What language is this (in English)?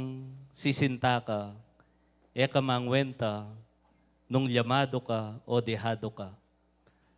Pampanga